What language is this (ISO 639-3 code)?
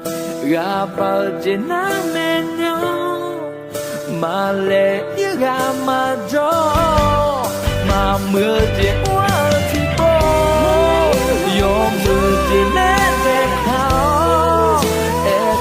ahk